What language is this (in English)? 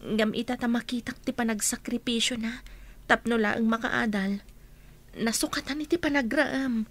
Iloko